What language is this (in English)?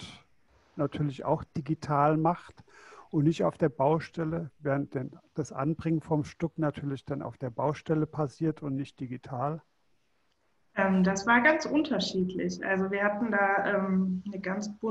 German